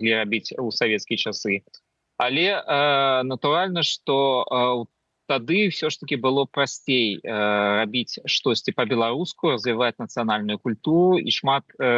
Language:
Belarusian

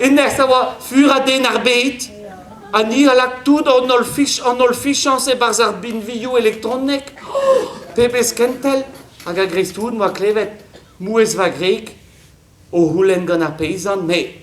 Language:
Breton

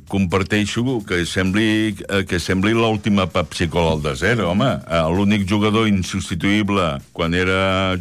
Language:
Catalan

